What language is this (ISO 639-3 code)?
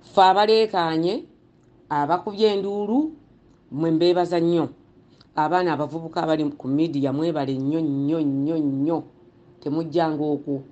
lug